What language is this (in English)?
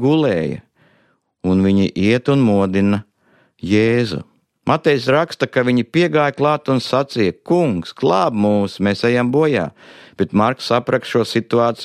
Latvian